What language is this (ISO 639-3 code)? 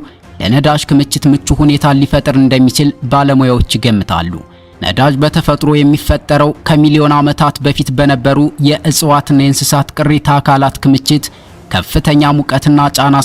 amh